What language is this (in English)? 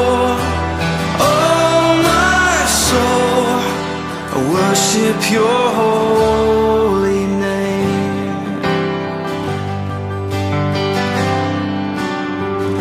English